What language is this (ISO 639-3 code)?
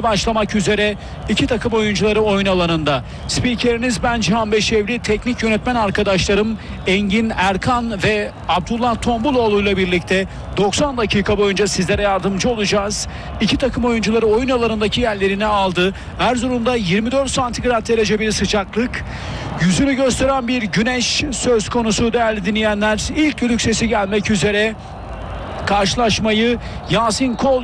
tur